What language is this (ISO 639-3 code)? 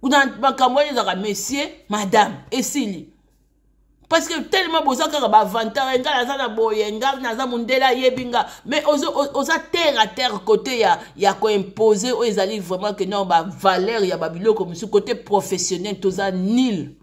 lin